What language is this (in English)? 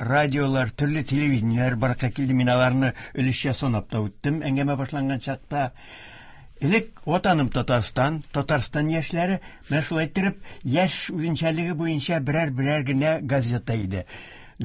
Tatar